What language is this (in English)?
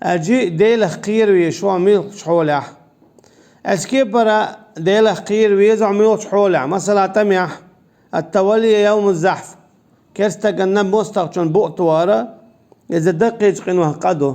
Chechen